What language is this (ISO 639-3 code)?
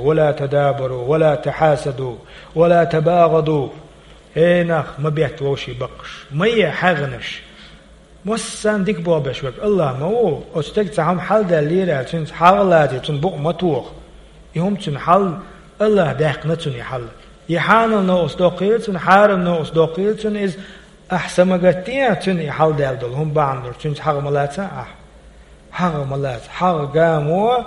che